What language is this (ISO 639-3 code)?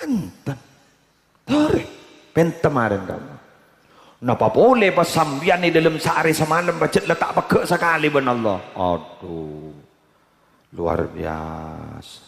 mad